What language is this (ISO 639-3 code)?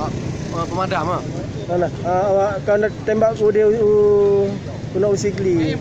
ace